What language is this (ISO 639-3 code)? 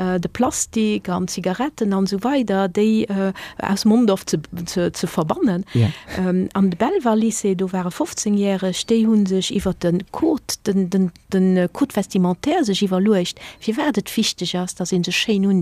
ltz